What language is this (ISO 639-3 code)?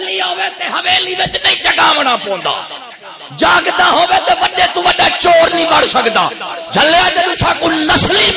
skr